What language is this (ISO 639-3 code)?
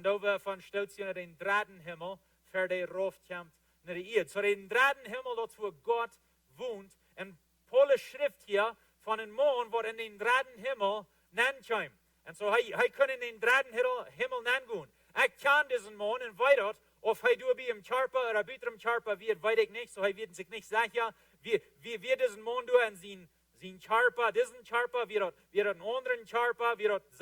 pdt